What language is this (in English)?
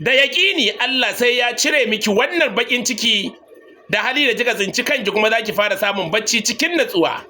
Hausa